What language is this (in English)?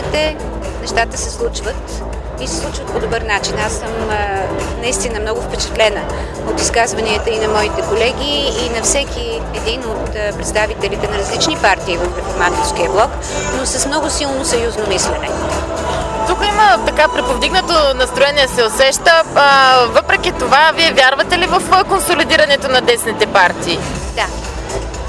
Bulgarian